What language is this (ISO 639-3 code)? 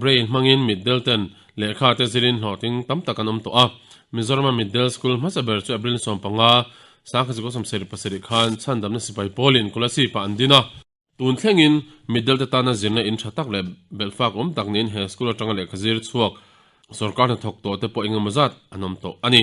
lus